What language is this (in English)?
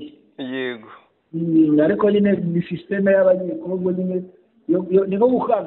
Kinyarwanda